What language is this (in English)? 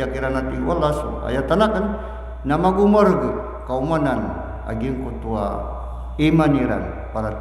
Maranao